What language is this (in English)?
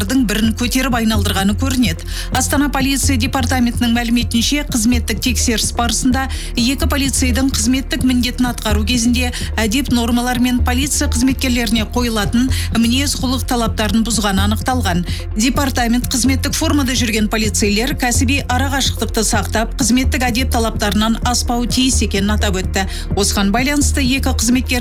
Kazakh